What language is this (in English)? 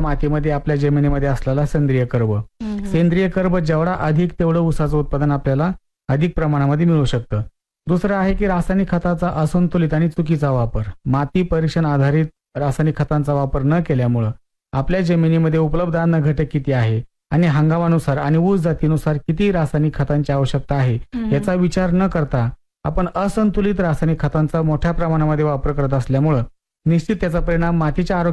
Marathi